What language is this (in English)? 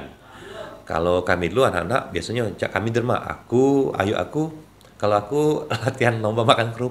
Musi